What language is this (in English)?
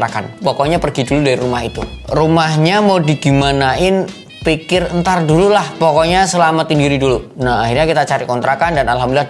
Indonesian